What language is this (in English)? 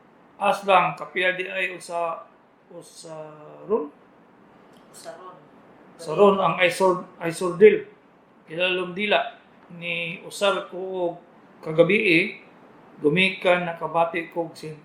Cebuano